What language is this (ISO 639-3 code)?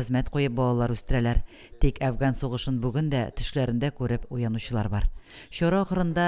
tat